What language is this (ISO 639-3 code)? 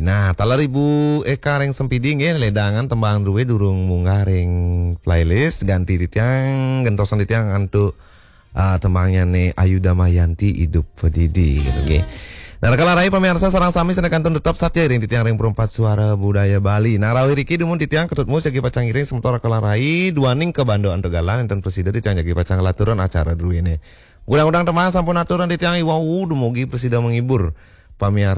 ban